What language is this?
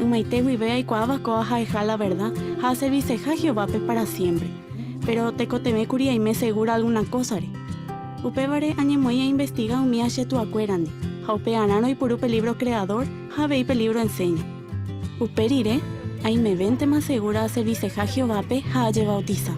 Guarani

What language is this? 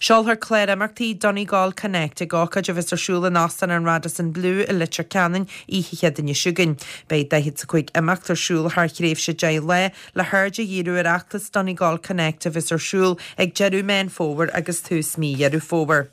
Irish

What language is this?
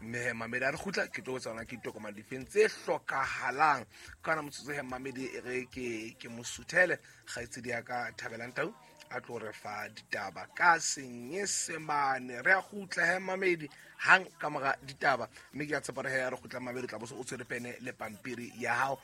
Southern Sotho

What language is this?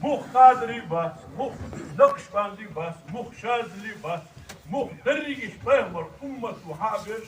Ingush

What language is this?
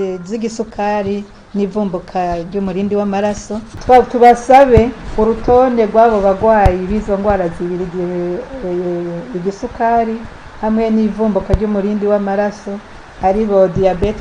Rundi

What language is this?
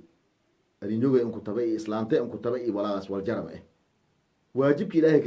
Somali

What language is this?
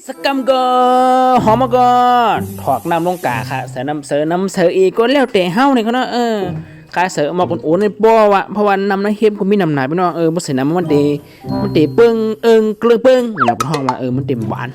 Shan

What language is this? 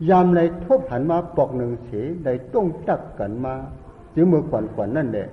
Shan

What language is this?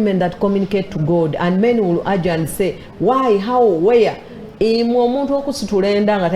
Soga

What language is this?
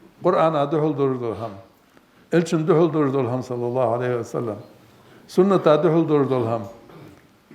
Ingush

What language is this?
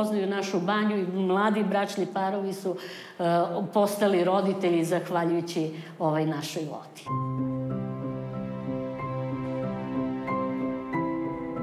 Serbian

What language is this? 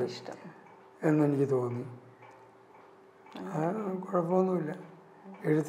Malayalam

